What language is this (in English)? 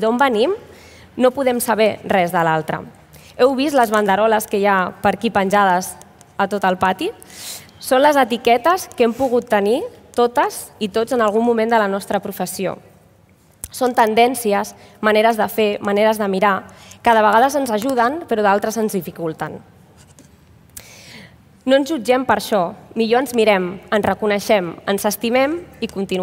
Catalan